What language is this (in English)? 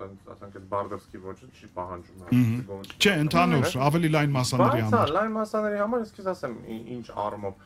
Armenian